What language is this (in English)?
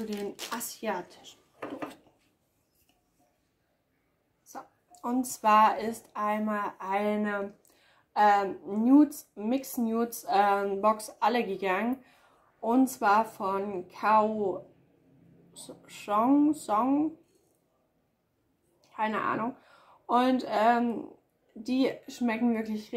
German